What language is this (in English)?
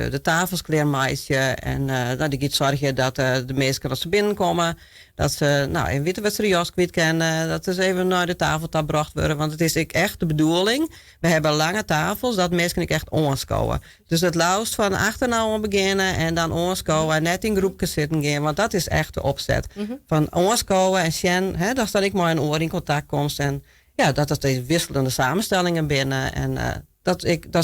Western Frisian